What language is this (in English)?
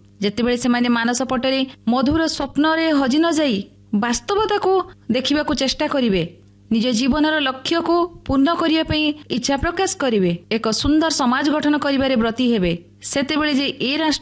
Odia